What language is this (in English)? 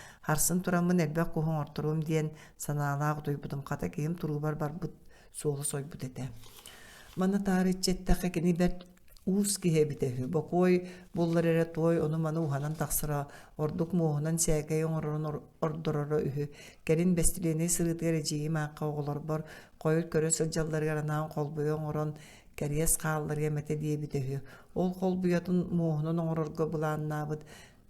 Yakut